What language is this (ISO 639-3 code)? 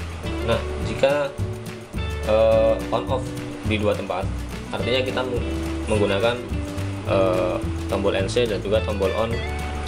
ind